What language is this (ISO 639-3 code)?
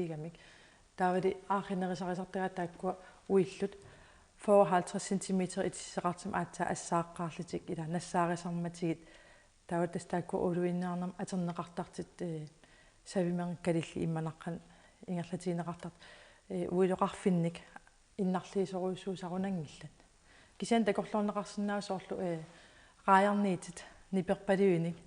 kal